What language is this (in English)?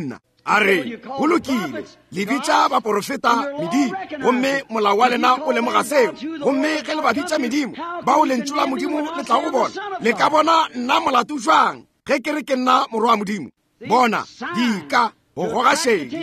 Northern Sotho